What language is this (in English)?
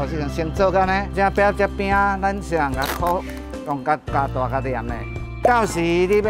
Min Nan Chinese